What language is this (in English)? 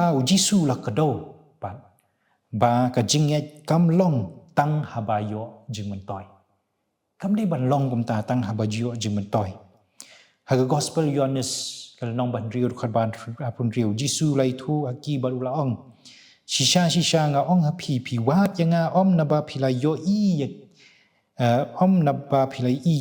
Khasi